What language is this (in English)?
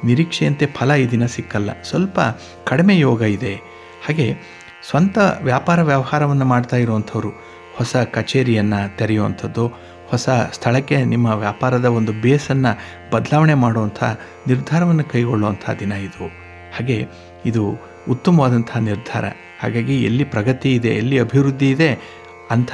Kannada